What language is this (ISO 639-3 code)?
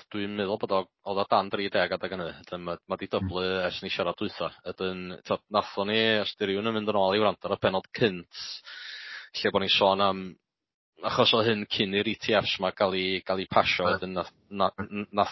cym